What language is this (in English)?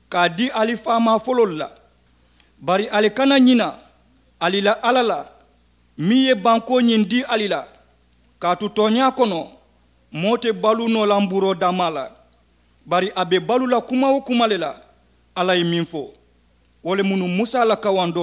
Mandingo